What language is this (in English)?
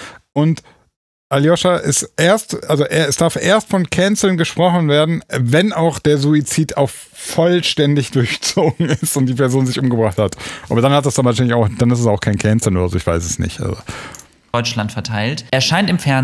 German